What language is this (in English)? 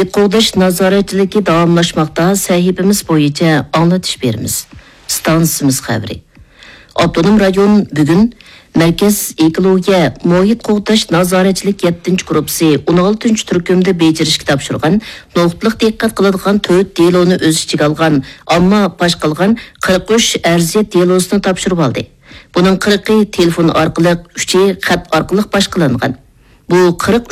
Uyghur